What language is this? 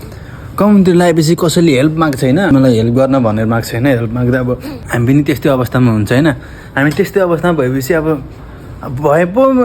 Nepali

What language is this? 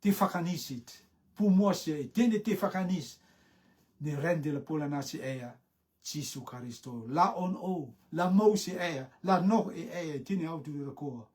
Rotuman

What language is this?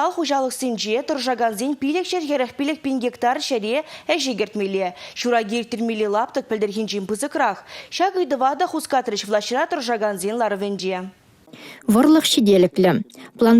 Chuvash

